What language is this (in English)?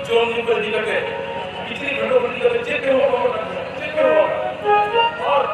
Santali